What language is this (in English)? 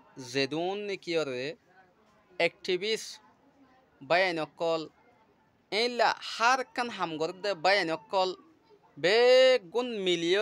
Rohingya